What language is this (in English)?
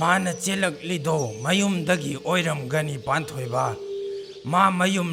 Manipuri